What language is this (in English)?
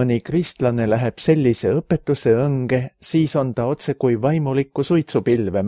Estonian